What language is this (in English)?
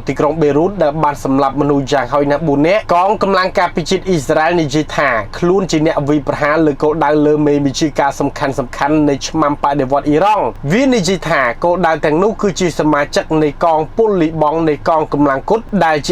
Khmer